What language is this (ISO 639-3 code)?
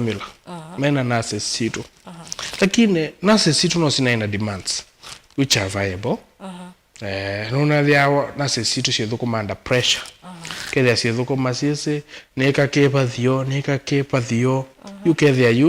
kam